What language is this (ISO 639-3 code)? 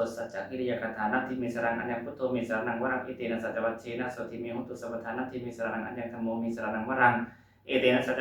pli